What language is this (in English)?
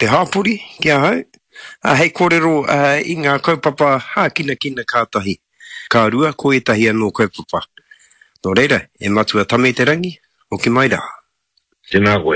Māori